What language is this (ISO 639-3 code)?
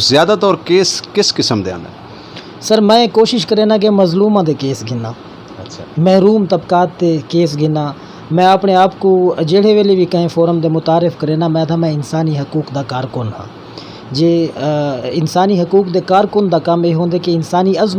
skr